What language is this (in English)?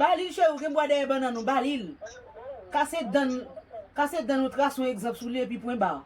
Haitian Creole